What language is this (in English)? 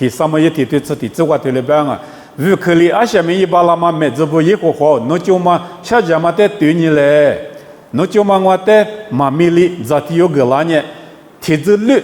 Lisu